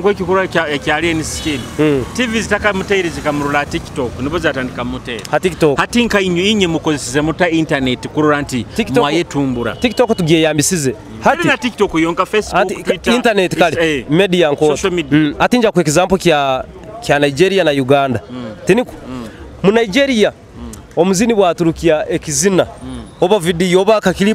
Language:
Nyoro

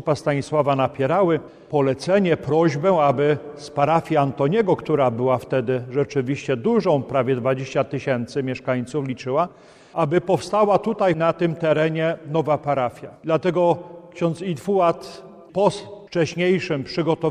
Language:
Polish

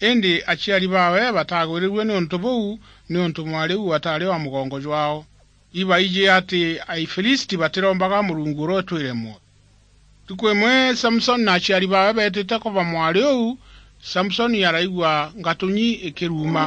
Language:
Meru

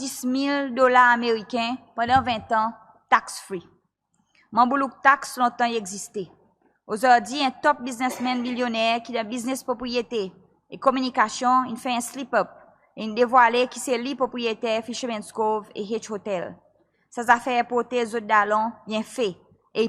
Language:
Seselwa Creole French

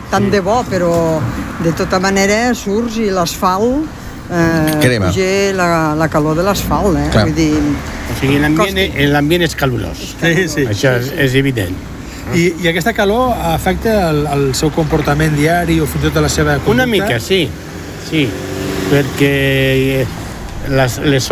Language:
Catalan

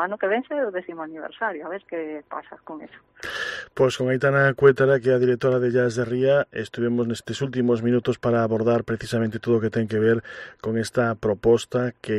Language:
Galician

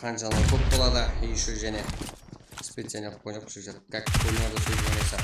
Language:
Kara-Kalpak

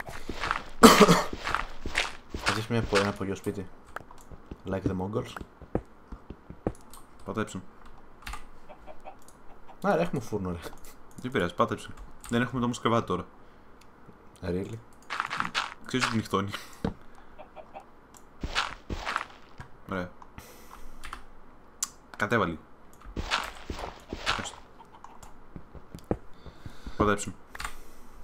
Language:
Greek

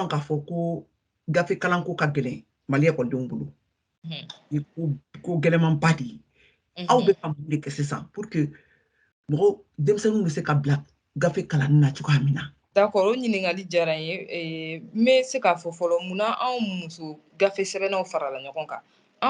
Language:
Bambara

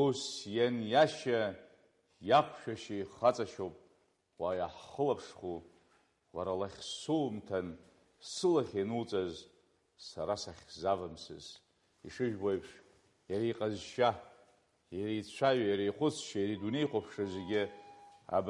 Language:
Abkhazian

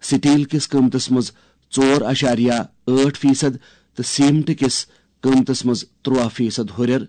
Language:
Kashmiri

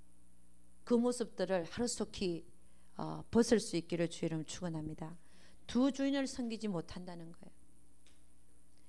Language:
Korean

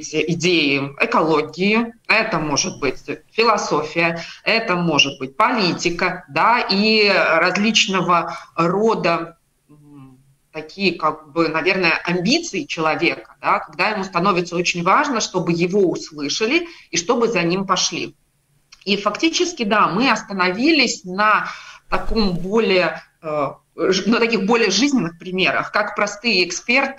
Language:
Russian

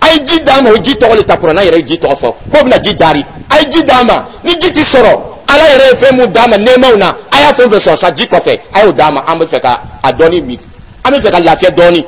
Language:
Dyula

